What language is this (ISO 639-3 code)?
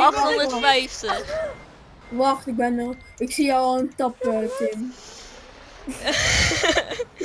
nld